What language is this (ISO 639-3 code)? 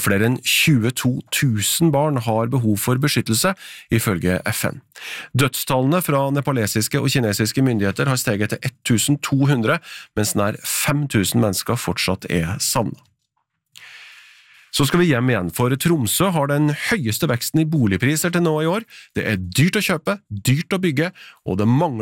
nor